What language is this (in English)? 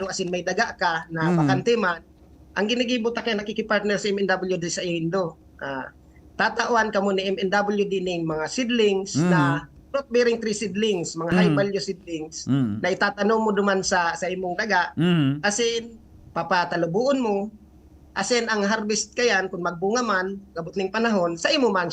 Bikol